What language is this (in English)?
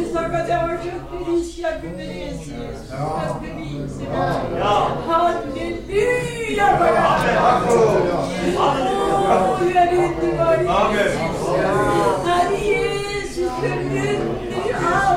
Norwegian